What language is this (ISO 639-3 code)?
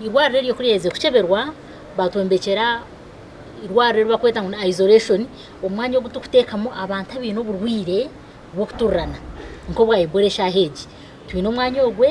nyn